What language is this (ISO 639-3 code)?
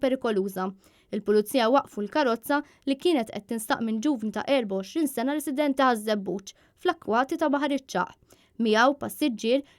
mlt